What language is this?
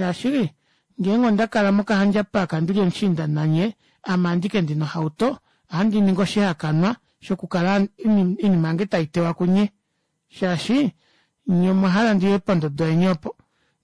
Kuanyama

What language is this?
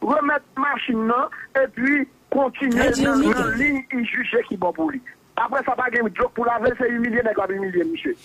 Haitian Creole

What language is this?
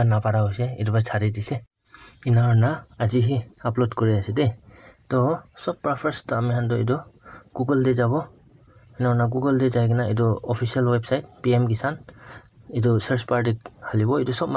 Naga Pidgin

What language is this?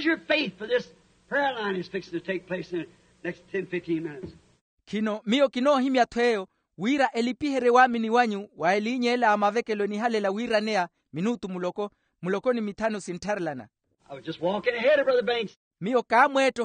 Makhuwa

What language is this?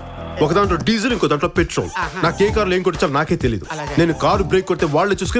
Telugu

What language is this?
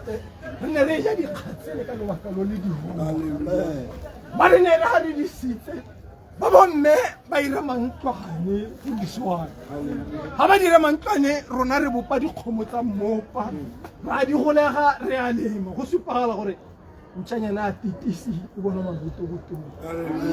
Tswana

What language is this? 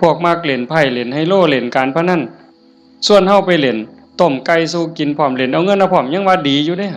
Northeastern Thai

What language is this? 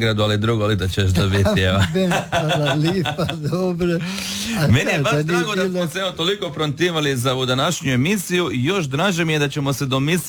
Croatian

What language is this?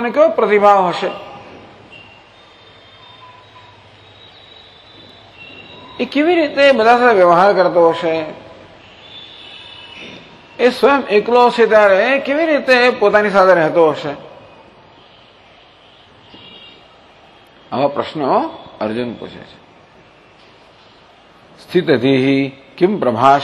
Gujarati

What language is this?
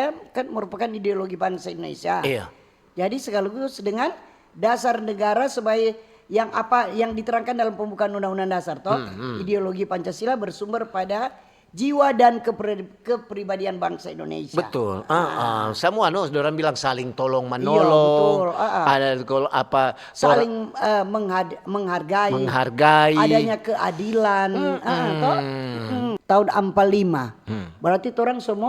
Manado Malay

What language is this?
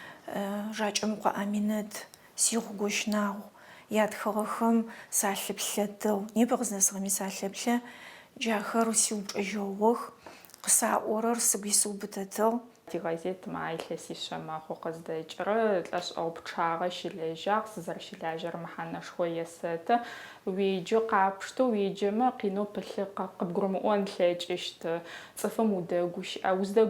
Adyghe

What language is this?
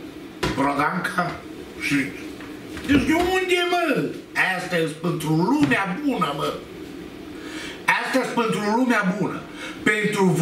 Romanian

